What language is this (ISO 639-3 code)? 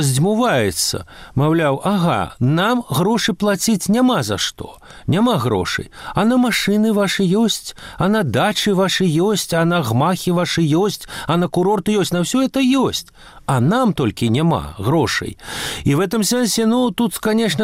bel